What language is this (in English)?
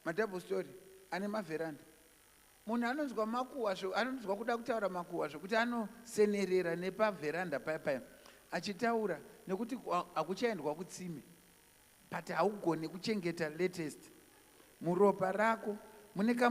Shona